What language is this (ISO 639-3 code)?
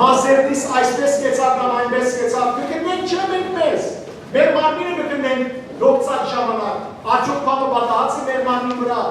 hyw